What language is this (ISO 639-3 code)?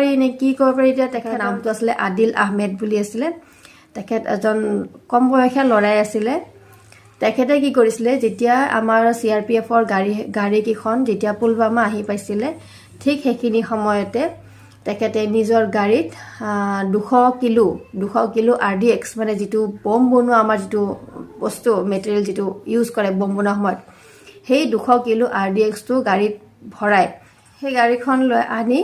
asm